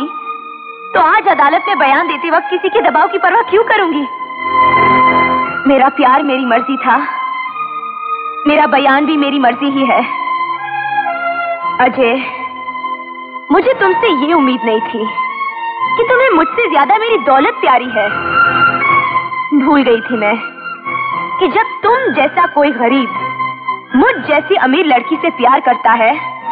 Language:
Hindi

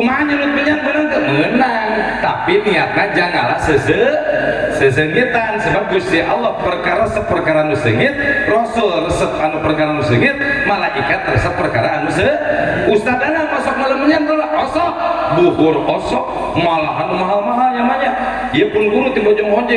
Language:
Sundanese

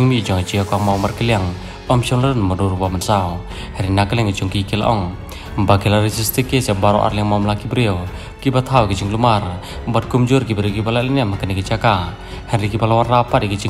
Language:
Malay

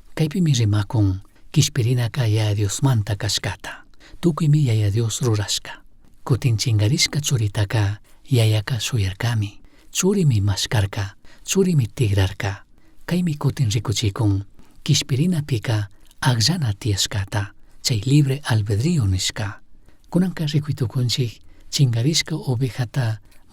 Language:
Chimborazo Highland Quichua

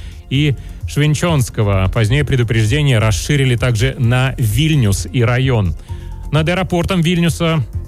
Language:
Russian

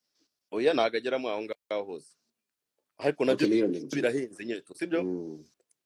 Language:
Kinyarwanda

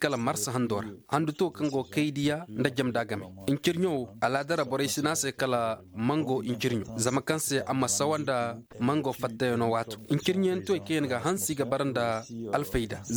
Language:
Zarma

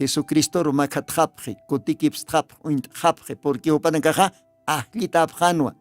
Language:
Aymara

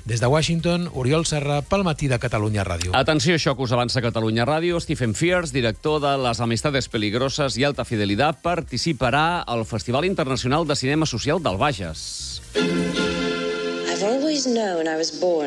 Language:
Catalan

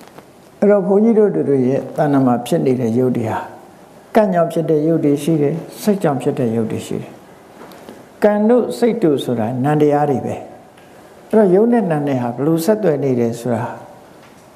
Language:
Burmese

